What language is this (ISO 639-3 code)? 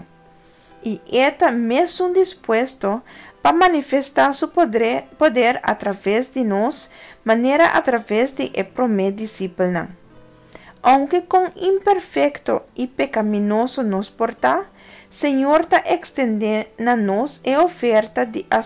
pap